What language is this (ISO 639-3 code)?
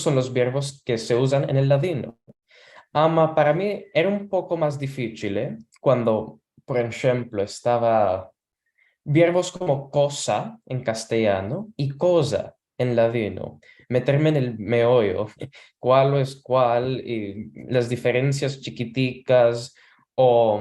lad